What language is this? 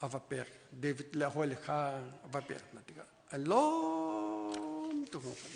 Hakha Chin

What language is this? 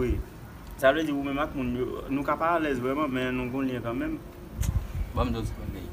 Haitian Creole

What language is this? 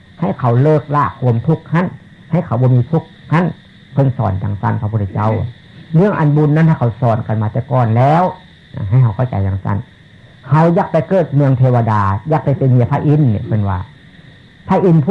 Northeastern Thai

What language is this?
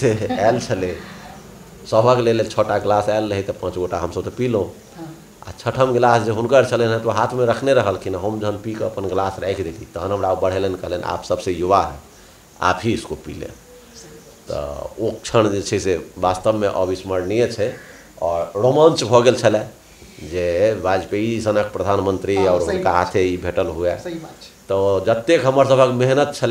Maithili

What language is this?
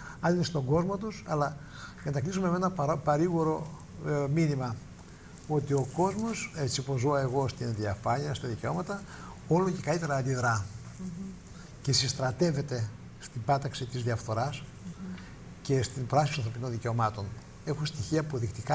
Greek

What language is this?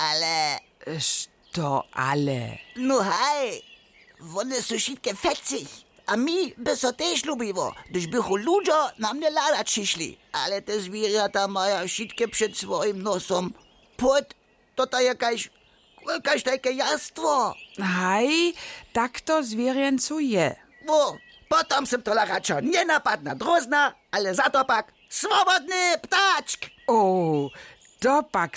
Upper Sorbian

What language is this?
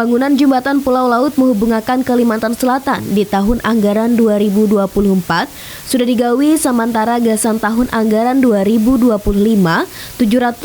Banjar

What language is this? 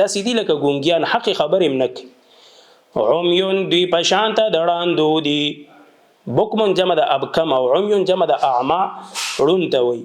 Pashto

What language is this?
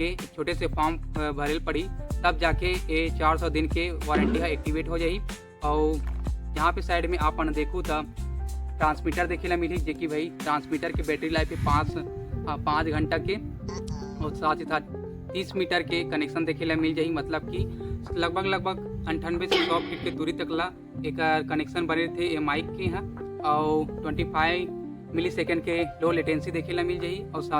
Chhattisgarhi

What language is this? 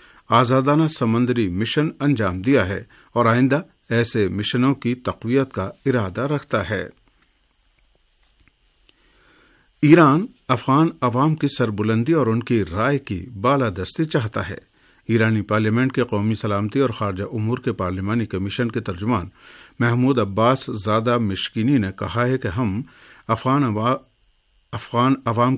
Urdu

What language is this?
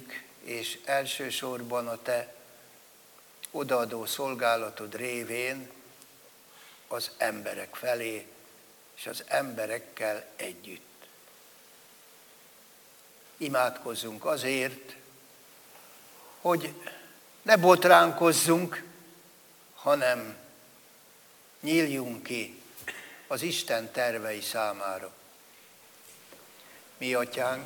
Hungarian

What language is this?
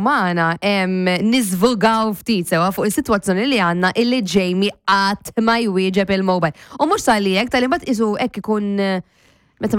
Maltese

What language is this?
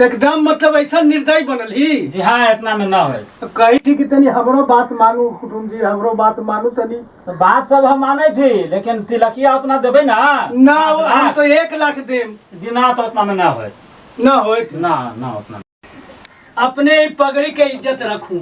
Magahi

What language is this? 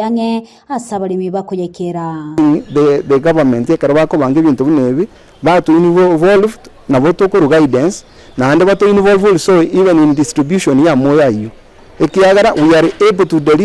Gusii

